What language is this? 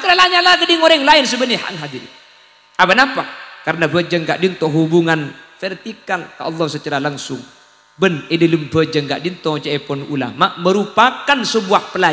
Madurese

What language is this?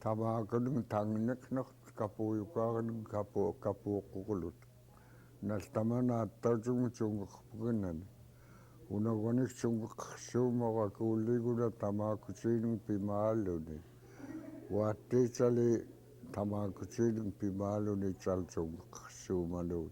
Central Yupik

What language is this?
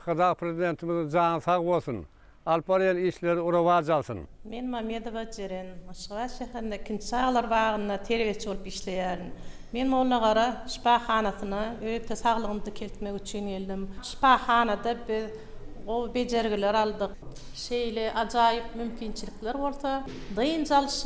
Turkmen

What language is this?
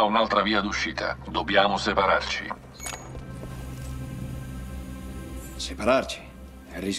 Italian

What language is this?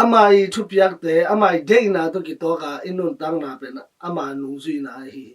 Tedim Chin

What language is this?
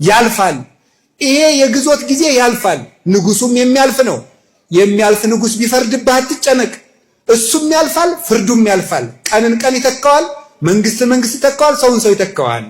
Amharic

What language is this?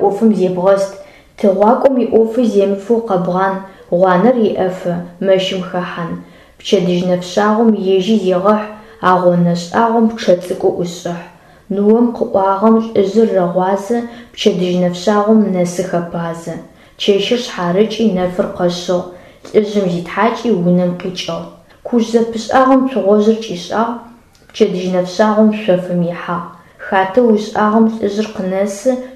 Adyghe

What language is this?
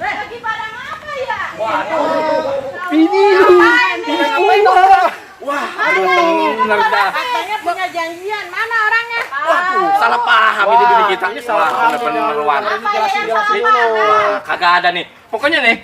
Betawi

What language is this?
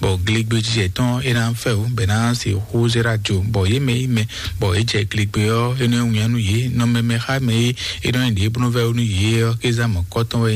Fon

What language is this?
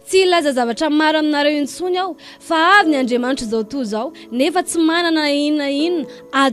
Malagasy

